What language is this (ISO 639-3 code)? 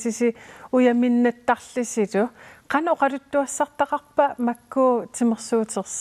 kal